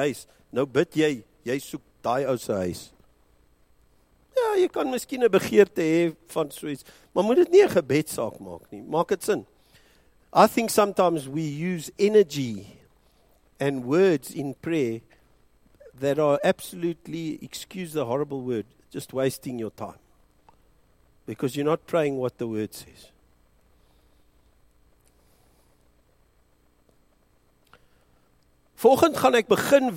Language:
Afrikaans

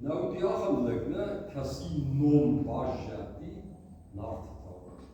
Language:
Ossetic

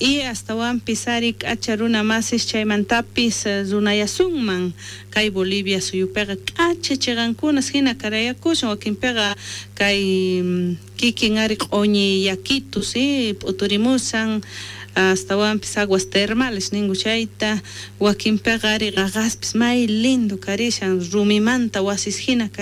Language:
South Bolivian Quechua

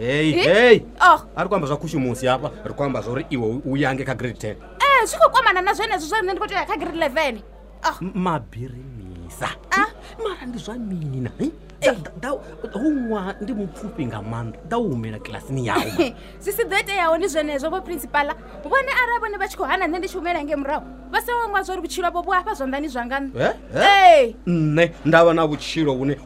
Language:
Venda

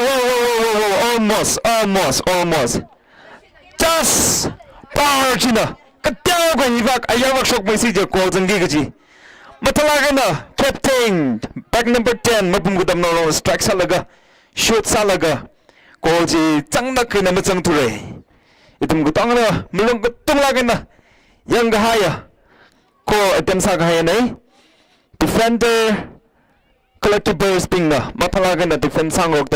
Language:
Tangkhul Naga (India)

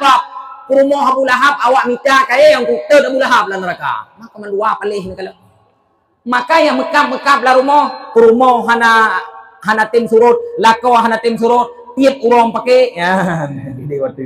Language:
Achinese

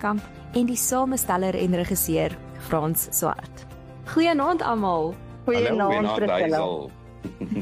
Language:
Afrikaans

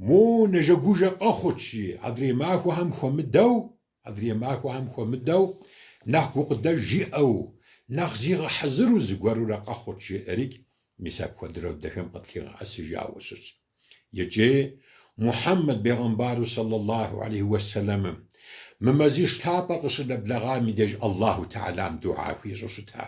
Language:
Kabardian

